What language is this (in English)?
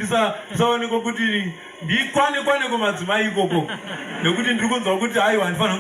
Shona